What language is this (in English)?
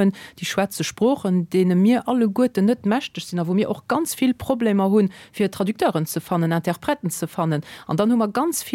Luxembourgish